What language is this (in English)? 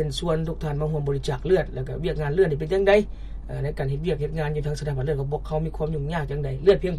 Lao